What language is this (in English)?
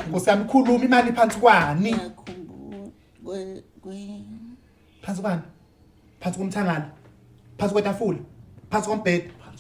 Zulu